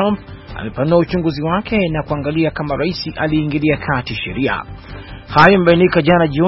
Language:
Swahili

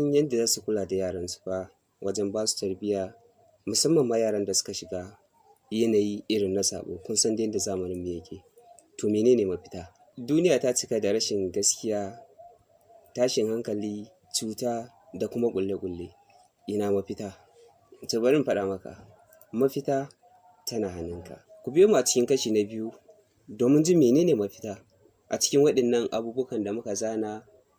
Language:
Hausa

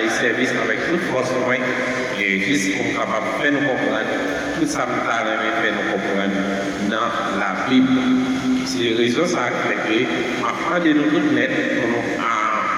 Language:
Haitian Creole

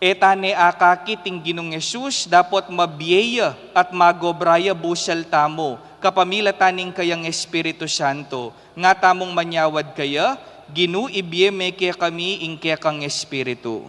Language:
Pampanga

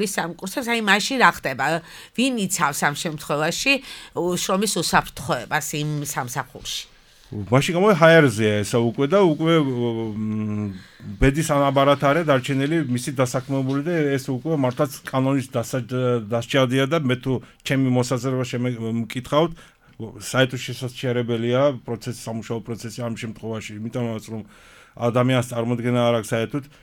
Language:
Georgian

